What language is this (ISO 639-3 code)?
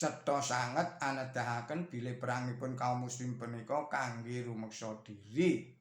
jav